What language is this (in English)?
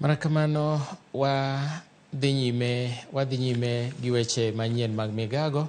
Luo (Kenya and Tanzania)